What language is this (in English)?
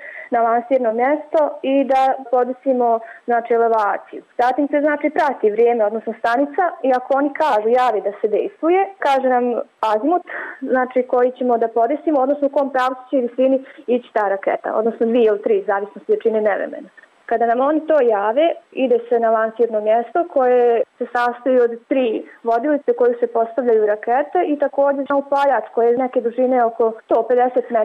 Bosnian